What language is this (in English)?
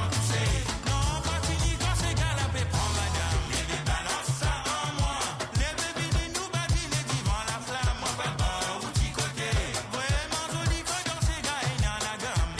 Morisyen